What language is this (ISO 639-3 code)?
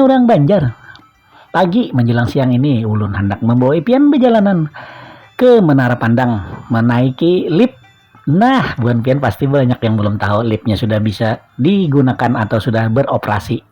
bjn